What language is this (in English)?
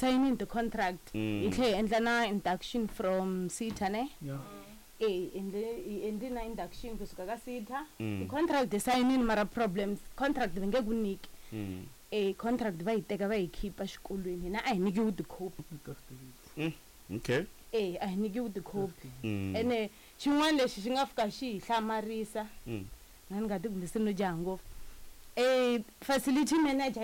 Tsonga